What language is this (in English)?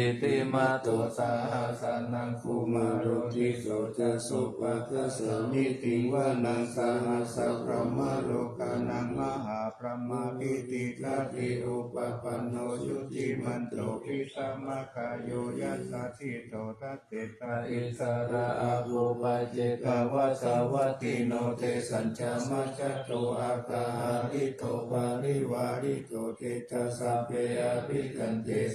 Pali